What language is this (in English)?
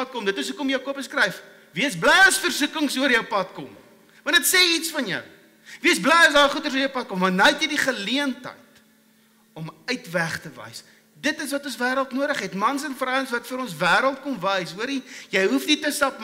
Afrikaans